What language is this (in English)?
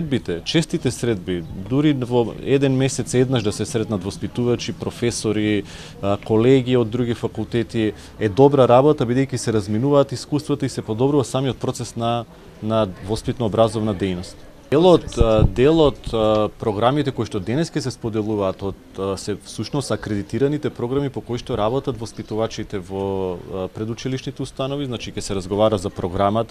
Macedonian